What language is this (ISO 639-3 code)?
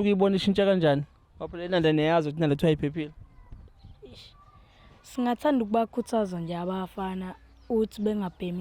zul